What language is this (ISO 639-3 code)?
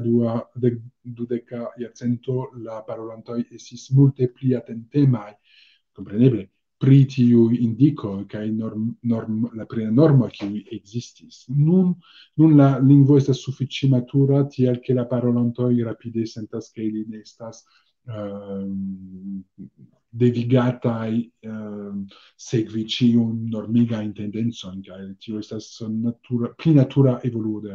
epo